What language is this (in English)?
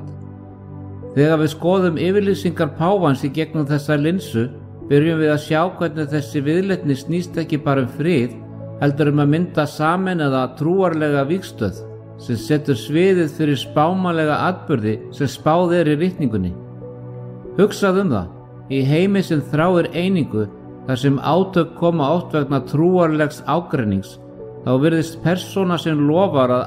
Icelandic